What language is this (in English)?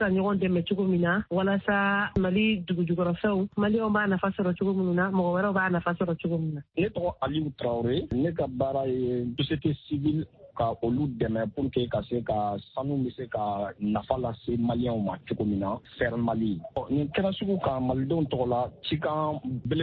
Bambara